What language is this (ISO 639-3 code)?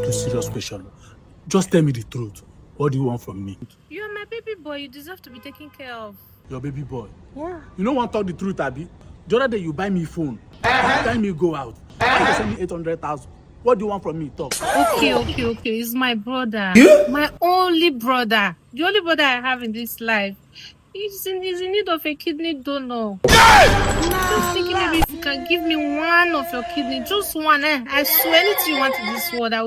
pcm